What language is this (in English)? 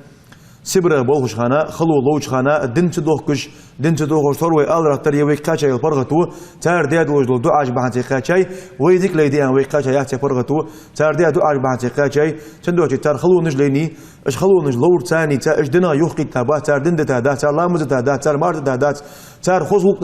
Ingush